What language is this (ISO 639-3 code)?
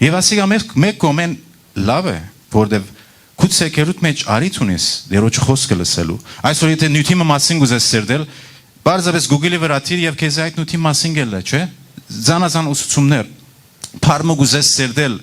hyw